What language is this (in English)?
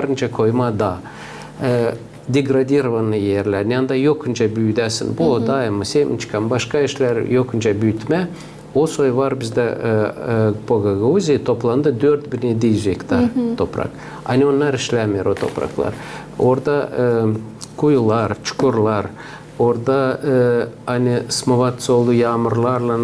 Gagauz